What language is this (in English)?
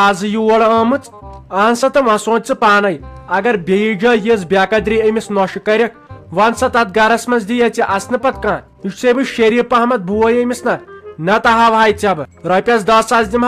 Kashmiri